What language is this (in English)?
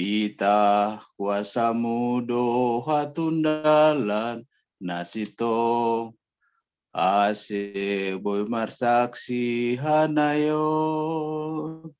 Batak Simalungun